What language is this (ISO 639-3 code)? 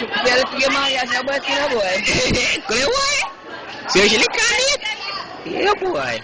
jam